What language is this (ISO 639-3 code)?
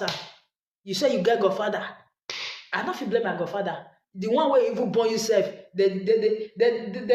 pcm